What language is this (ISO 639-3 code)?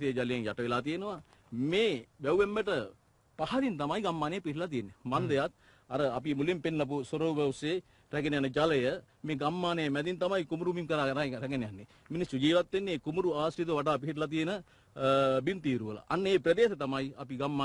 sin